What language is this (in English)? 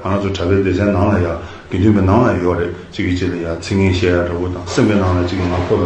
Tibetan